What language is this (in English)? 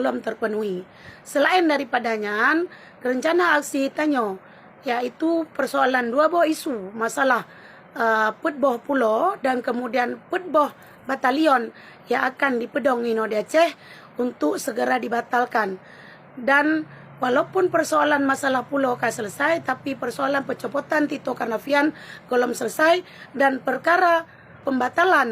Achinese